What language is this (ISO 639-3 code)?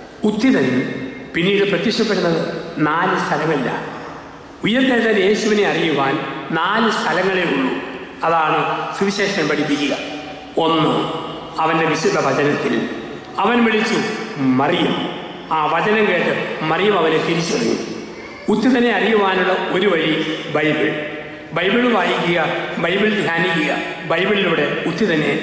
mal